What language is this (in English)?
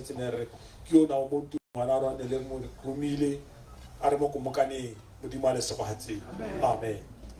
Tswana